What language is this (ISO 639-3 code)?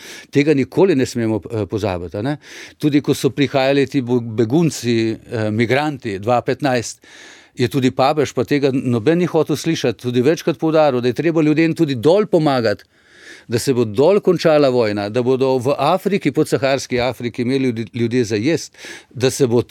slv